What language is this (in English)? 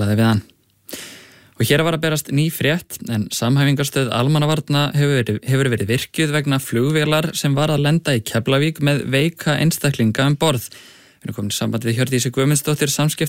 Icelandic